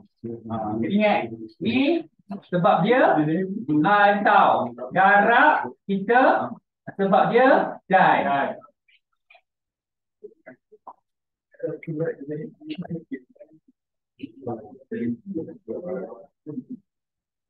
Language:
Malay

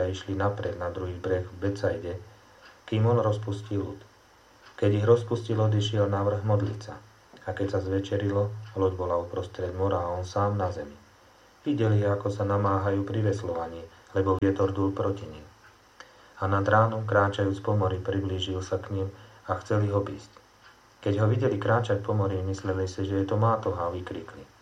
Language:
Slovak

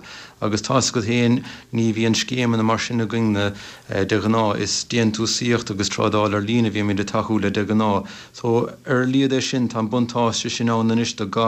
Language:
Irish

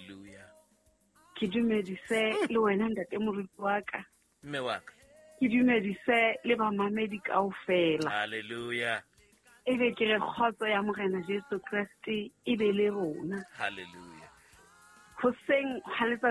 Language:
Southern Sotho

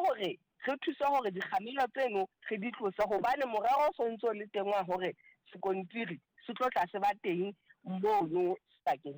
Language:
Southern Sotho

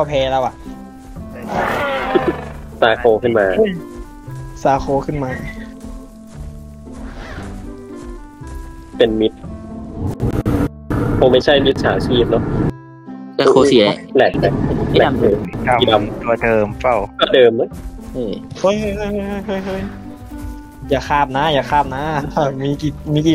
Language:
Thai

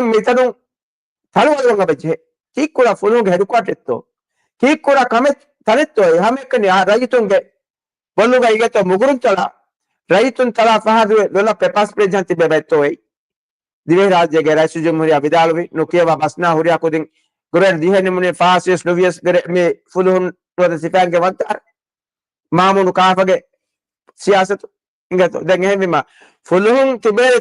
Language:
Divehi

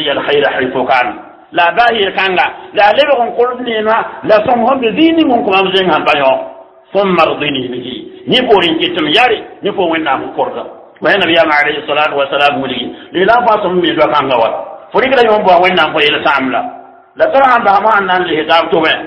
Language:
Mossi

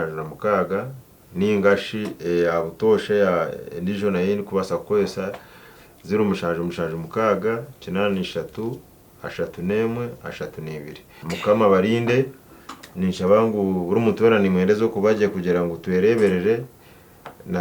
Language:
Nyankole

